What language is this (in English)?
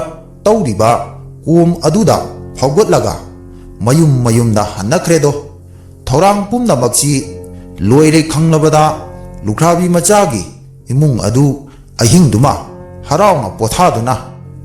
Manipuri